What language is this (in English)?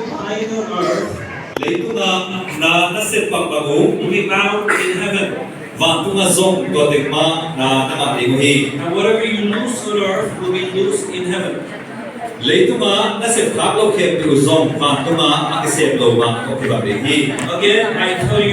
Tedim Chin